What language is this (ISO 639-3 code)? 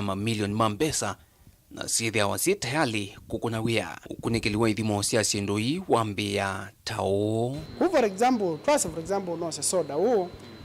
kam